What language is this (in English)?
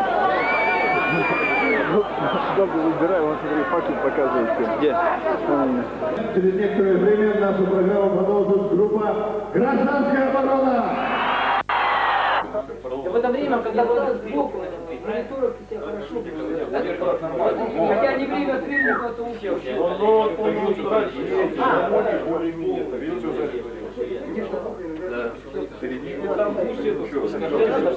Russian